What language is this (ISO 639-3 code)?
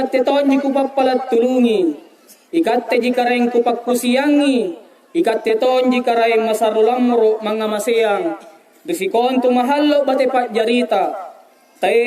mak